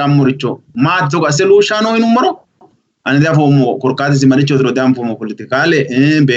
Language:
Sidamo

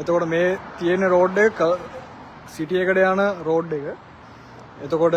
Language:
Sinhala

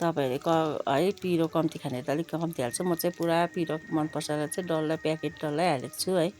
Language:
Nepali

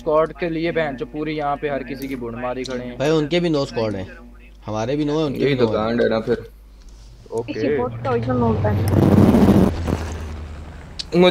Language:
Hindi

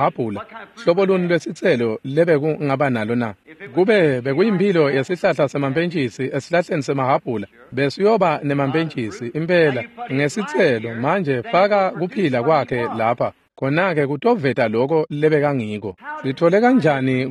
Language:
Swati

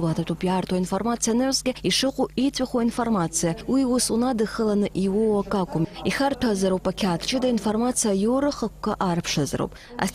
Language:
Abkhazian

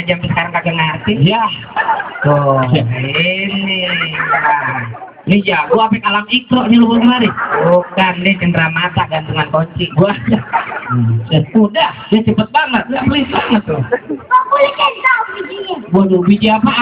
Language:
Betawi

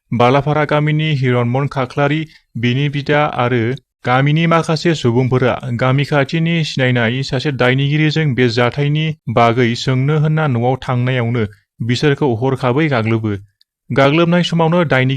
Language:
Bodo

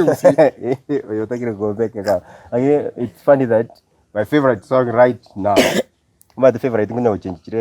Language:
Gusii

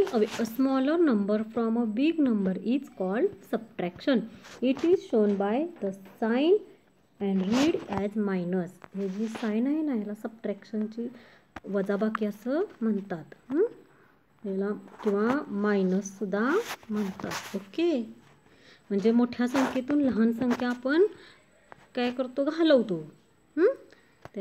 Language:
Marathi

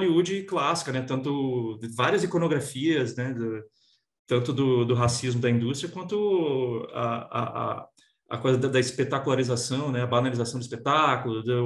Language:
Portuguese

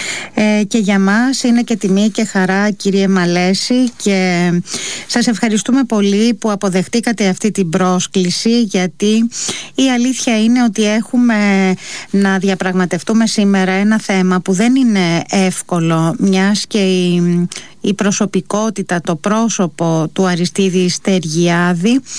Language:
Greek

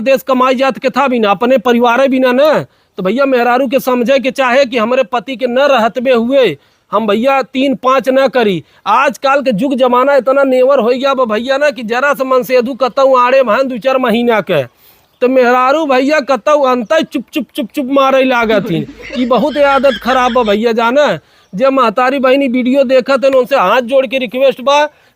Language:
Awadhi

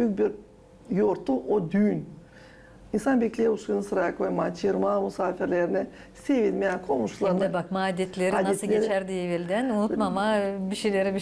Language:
Gagauz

